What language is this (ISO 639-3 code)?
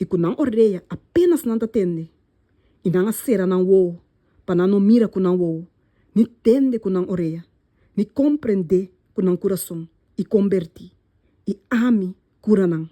pap